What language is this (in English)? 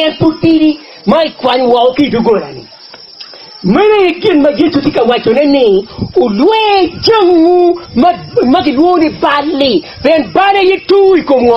Acoli